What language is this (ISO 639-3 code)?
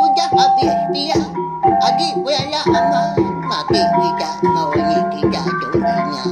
iba